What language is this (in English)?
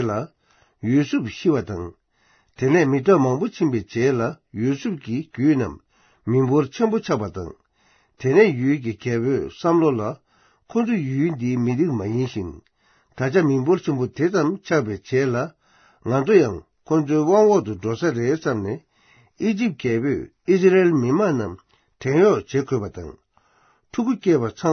Tibetan